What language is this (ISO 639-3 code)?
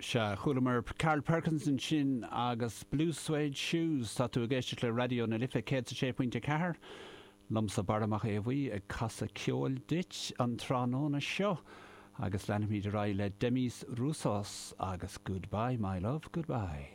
gle